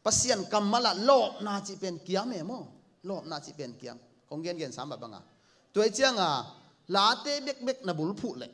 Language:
Tedim Chin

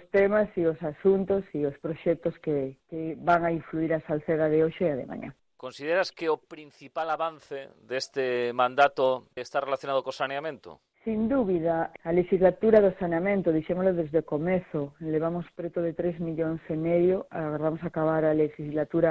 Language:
Galician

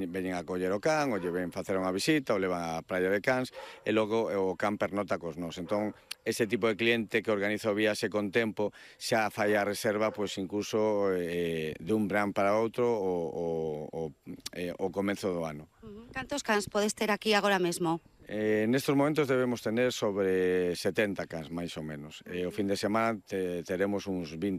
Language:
Galician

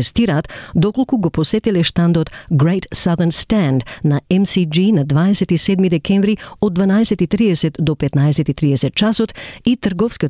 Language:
Macedonian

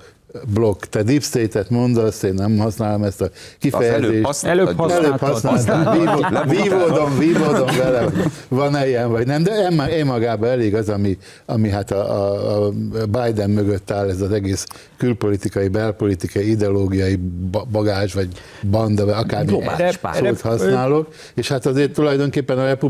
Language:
Hungarian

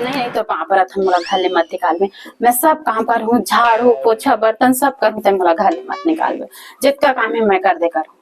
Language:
Chhattisgarhi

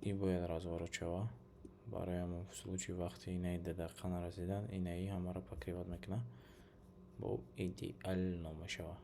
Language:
Tajik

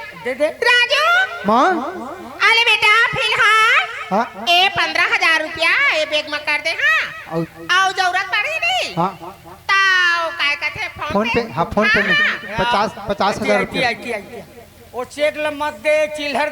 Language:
Chhattisgarhi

